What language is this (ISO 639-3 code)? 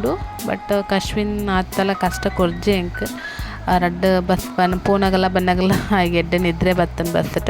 tcy